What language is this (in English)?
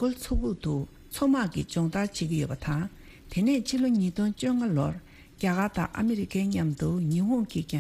Tibetan